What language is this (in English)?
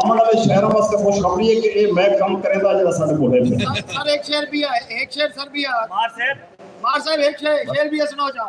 Saraiki